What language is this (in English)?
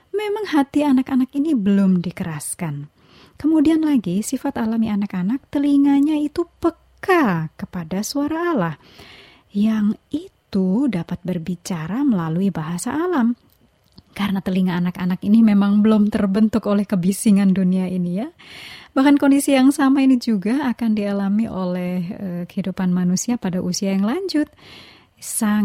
Indonesian